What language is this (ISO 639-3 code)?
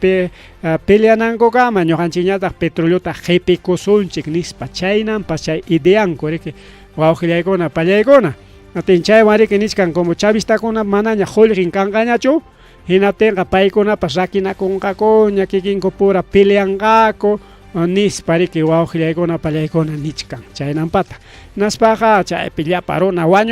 quy